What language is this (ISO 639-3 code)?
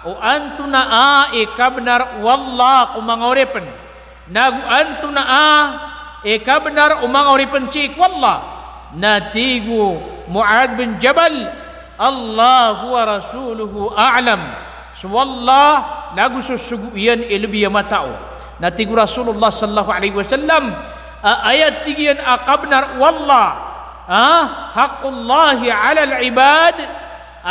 mrw